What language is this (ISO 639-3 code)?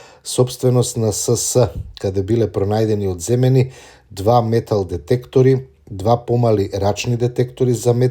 mkd